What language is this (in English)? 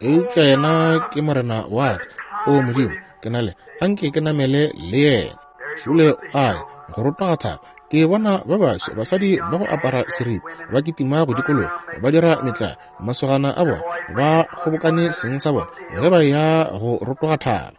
Northern Sotho